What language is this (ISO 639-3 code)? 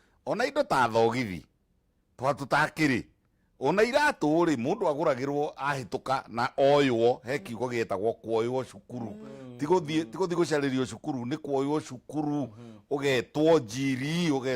kik